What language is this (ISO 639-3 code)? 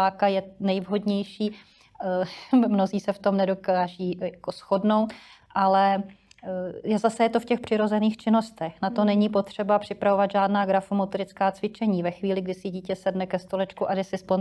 ces